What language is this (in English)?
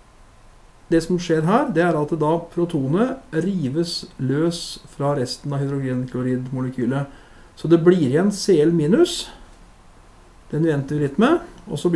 Norwegian